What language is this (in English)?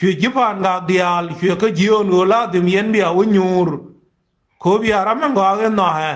Nuer